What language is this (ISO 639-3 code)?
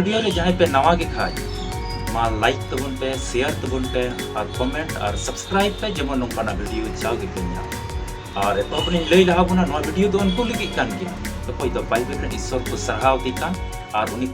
sat